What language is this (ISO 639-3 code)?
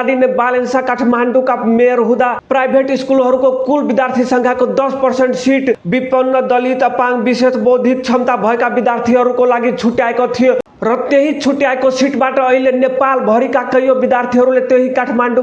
nep